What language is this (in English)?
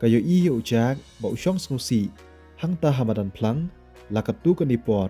Khasi